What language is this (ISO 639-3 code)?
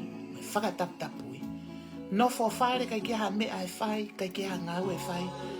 ton